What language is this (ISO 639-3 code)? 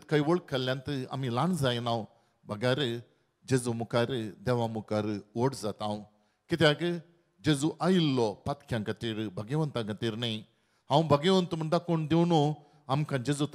kok